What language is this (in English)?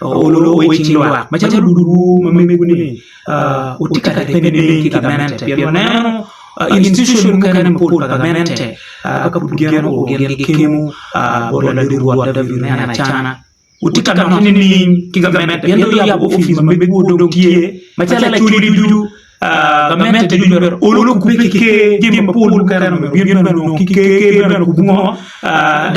Acoli